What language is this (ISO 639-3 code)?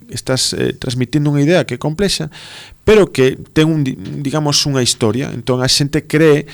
glg